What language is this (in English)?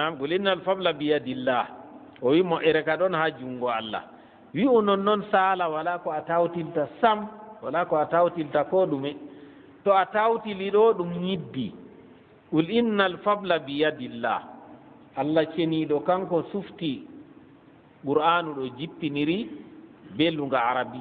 Fula